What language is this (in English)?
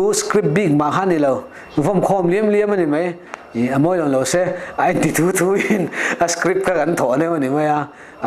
Mizo